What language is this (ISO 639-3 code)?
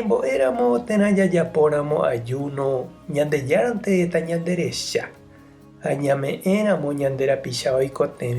grn